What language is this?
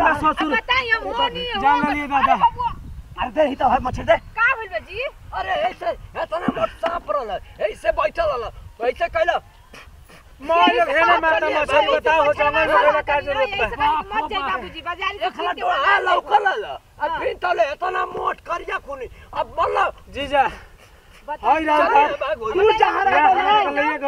Bhojpuri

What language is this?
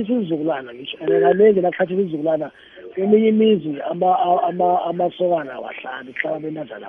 South Ndebele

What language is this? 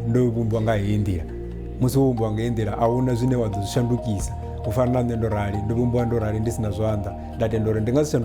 Venda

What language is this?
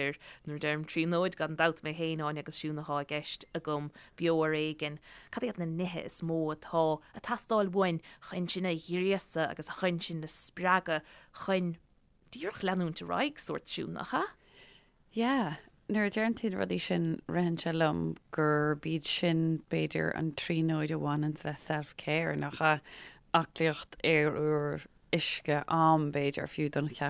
Irish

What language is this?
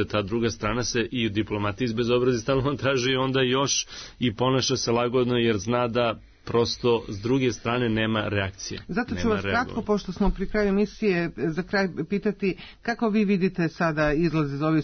Serbian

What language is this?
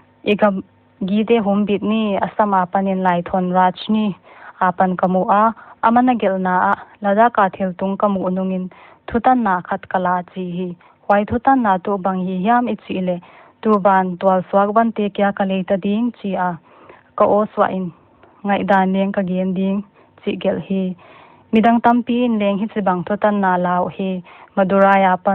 Paite Chin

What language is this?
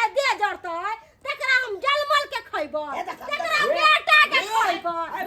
Maithili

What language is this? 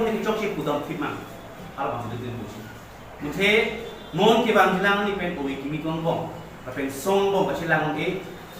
Karbi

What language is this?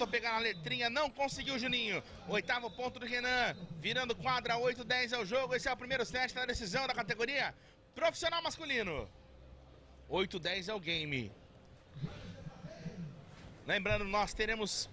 Portuguese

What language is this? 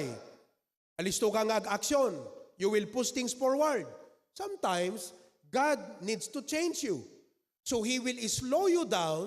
Iloko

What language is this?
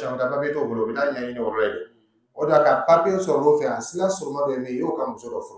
Dyula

